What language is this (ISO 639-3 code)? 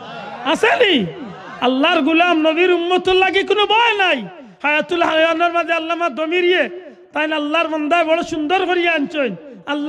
syl